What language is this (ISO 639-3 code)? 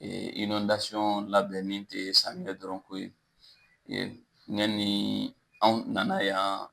bam